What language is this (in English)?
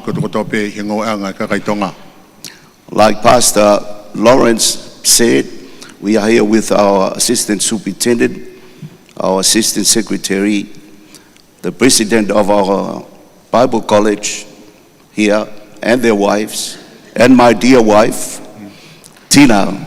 Tongan